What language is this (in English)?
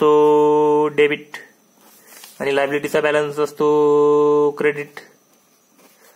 Marathi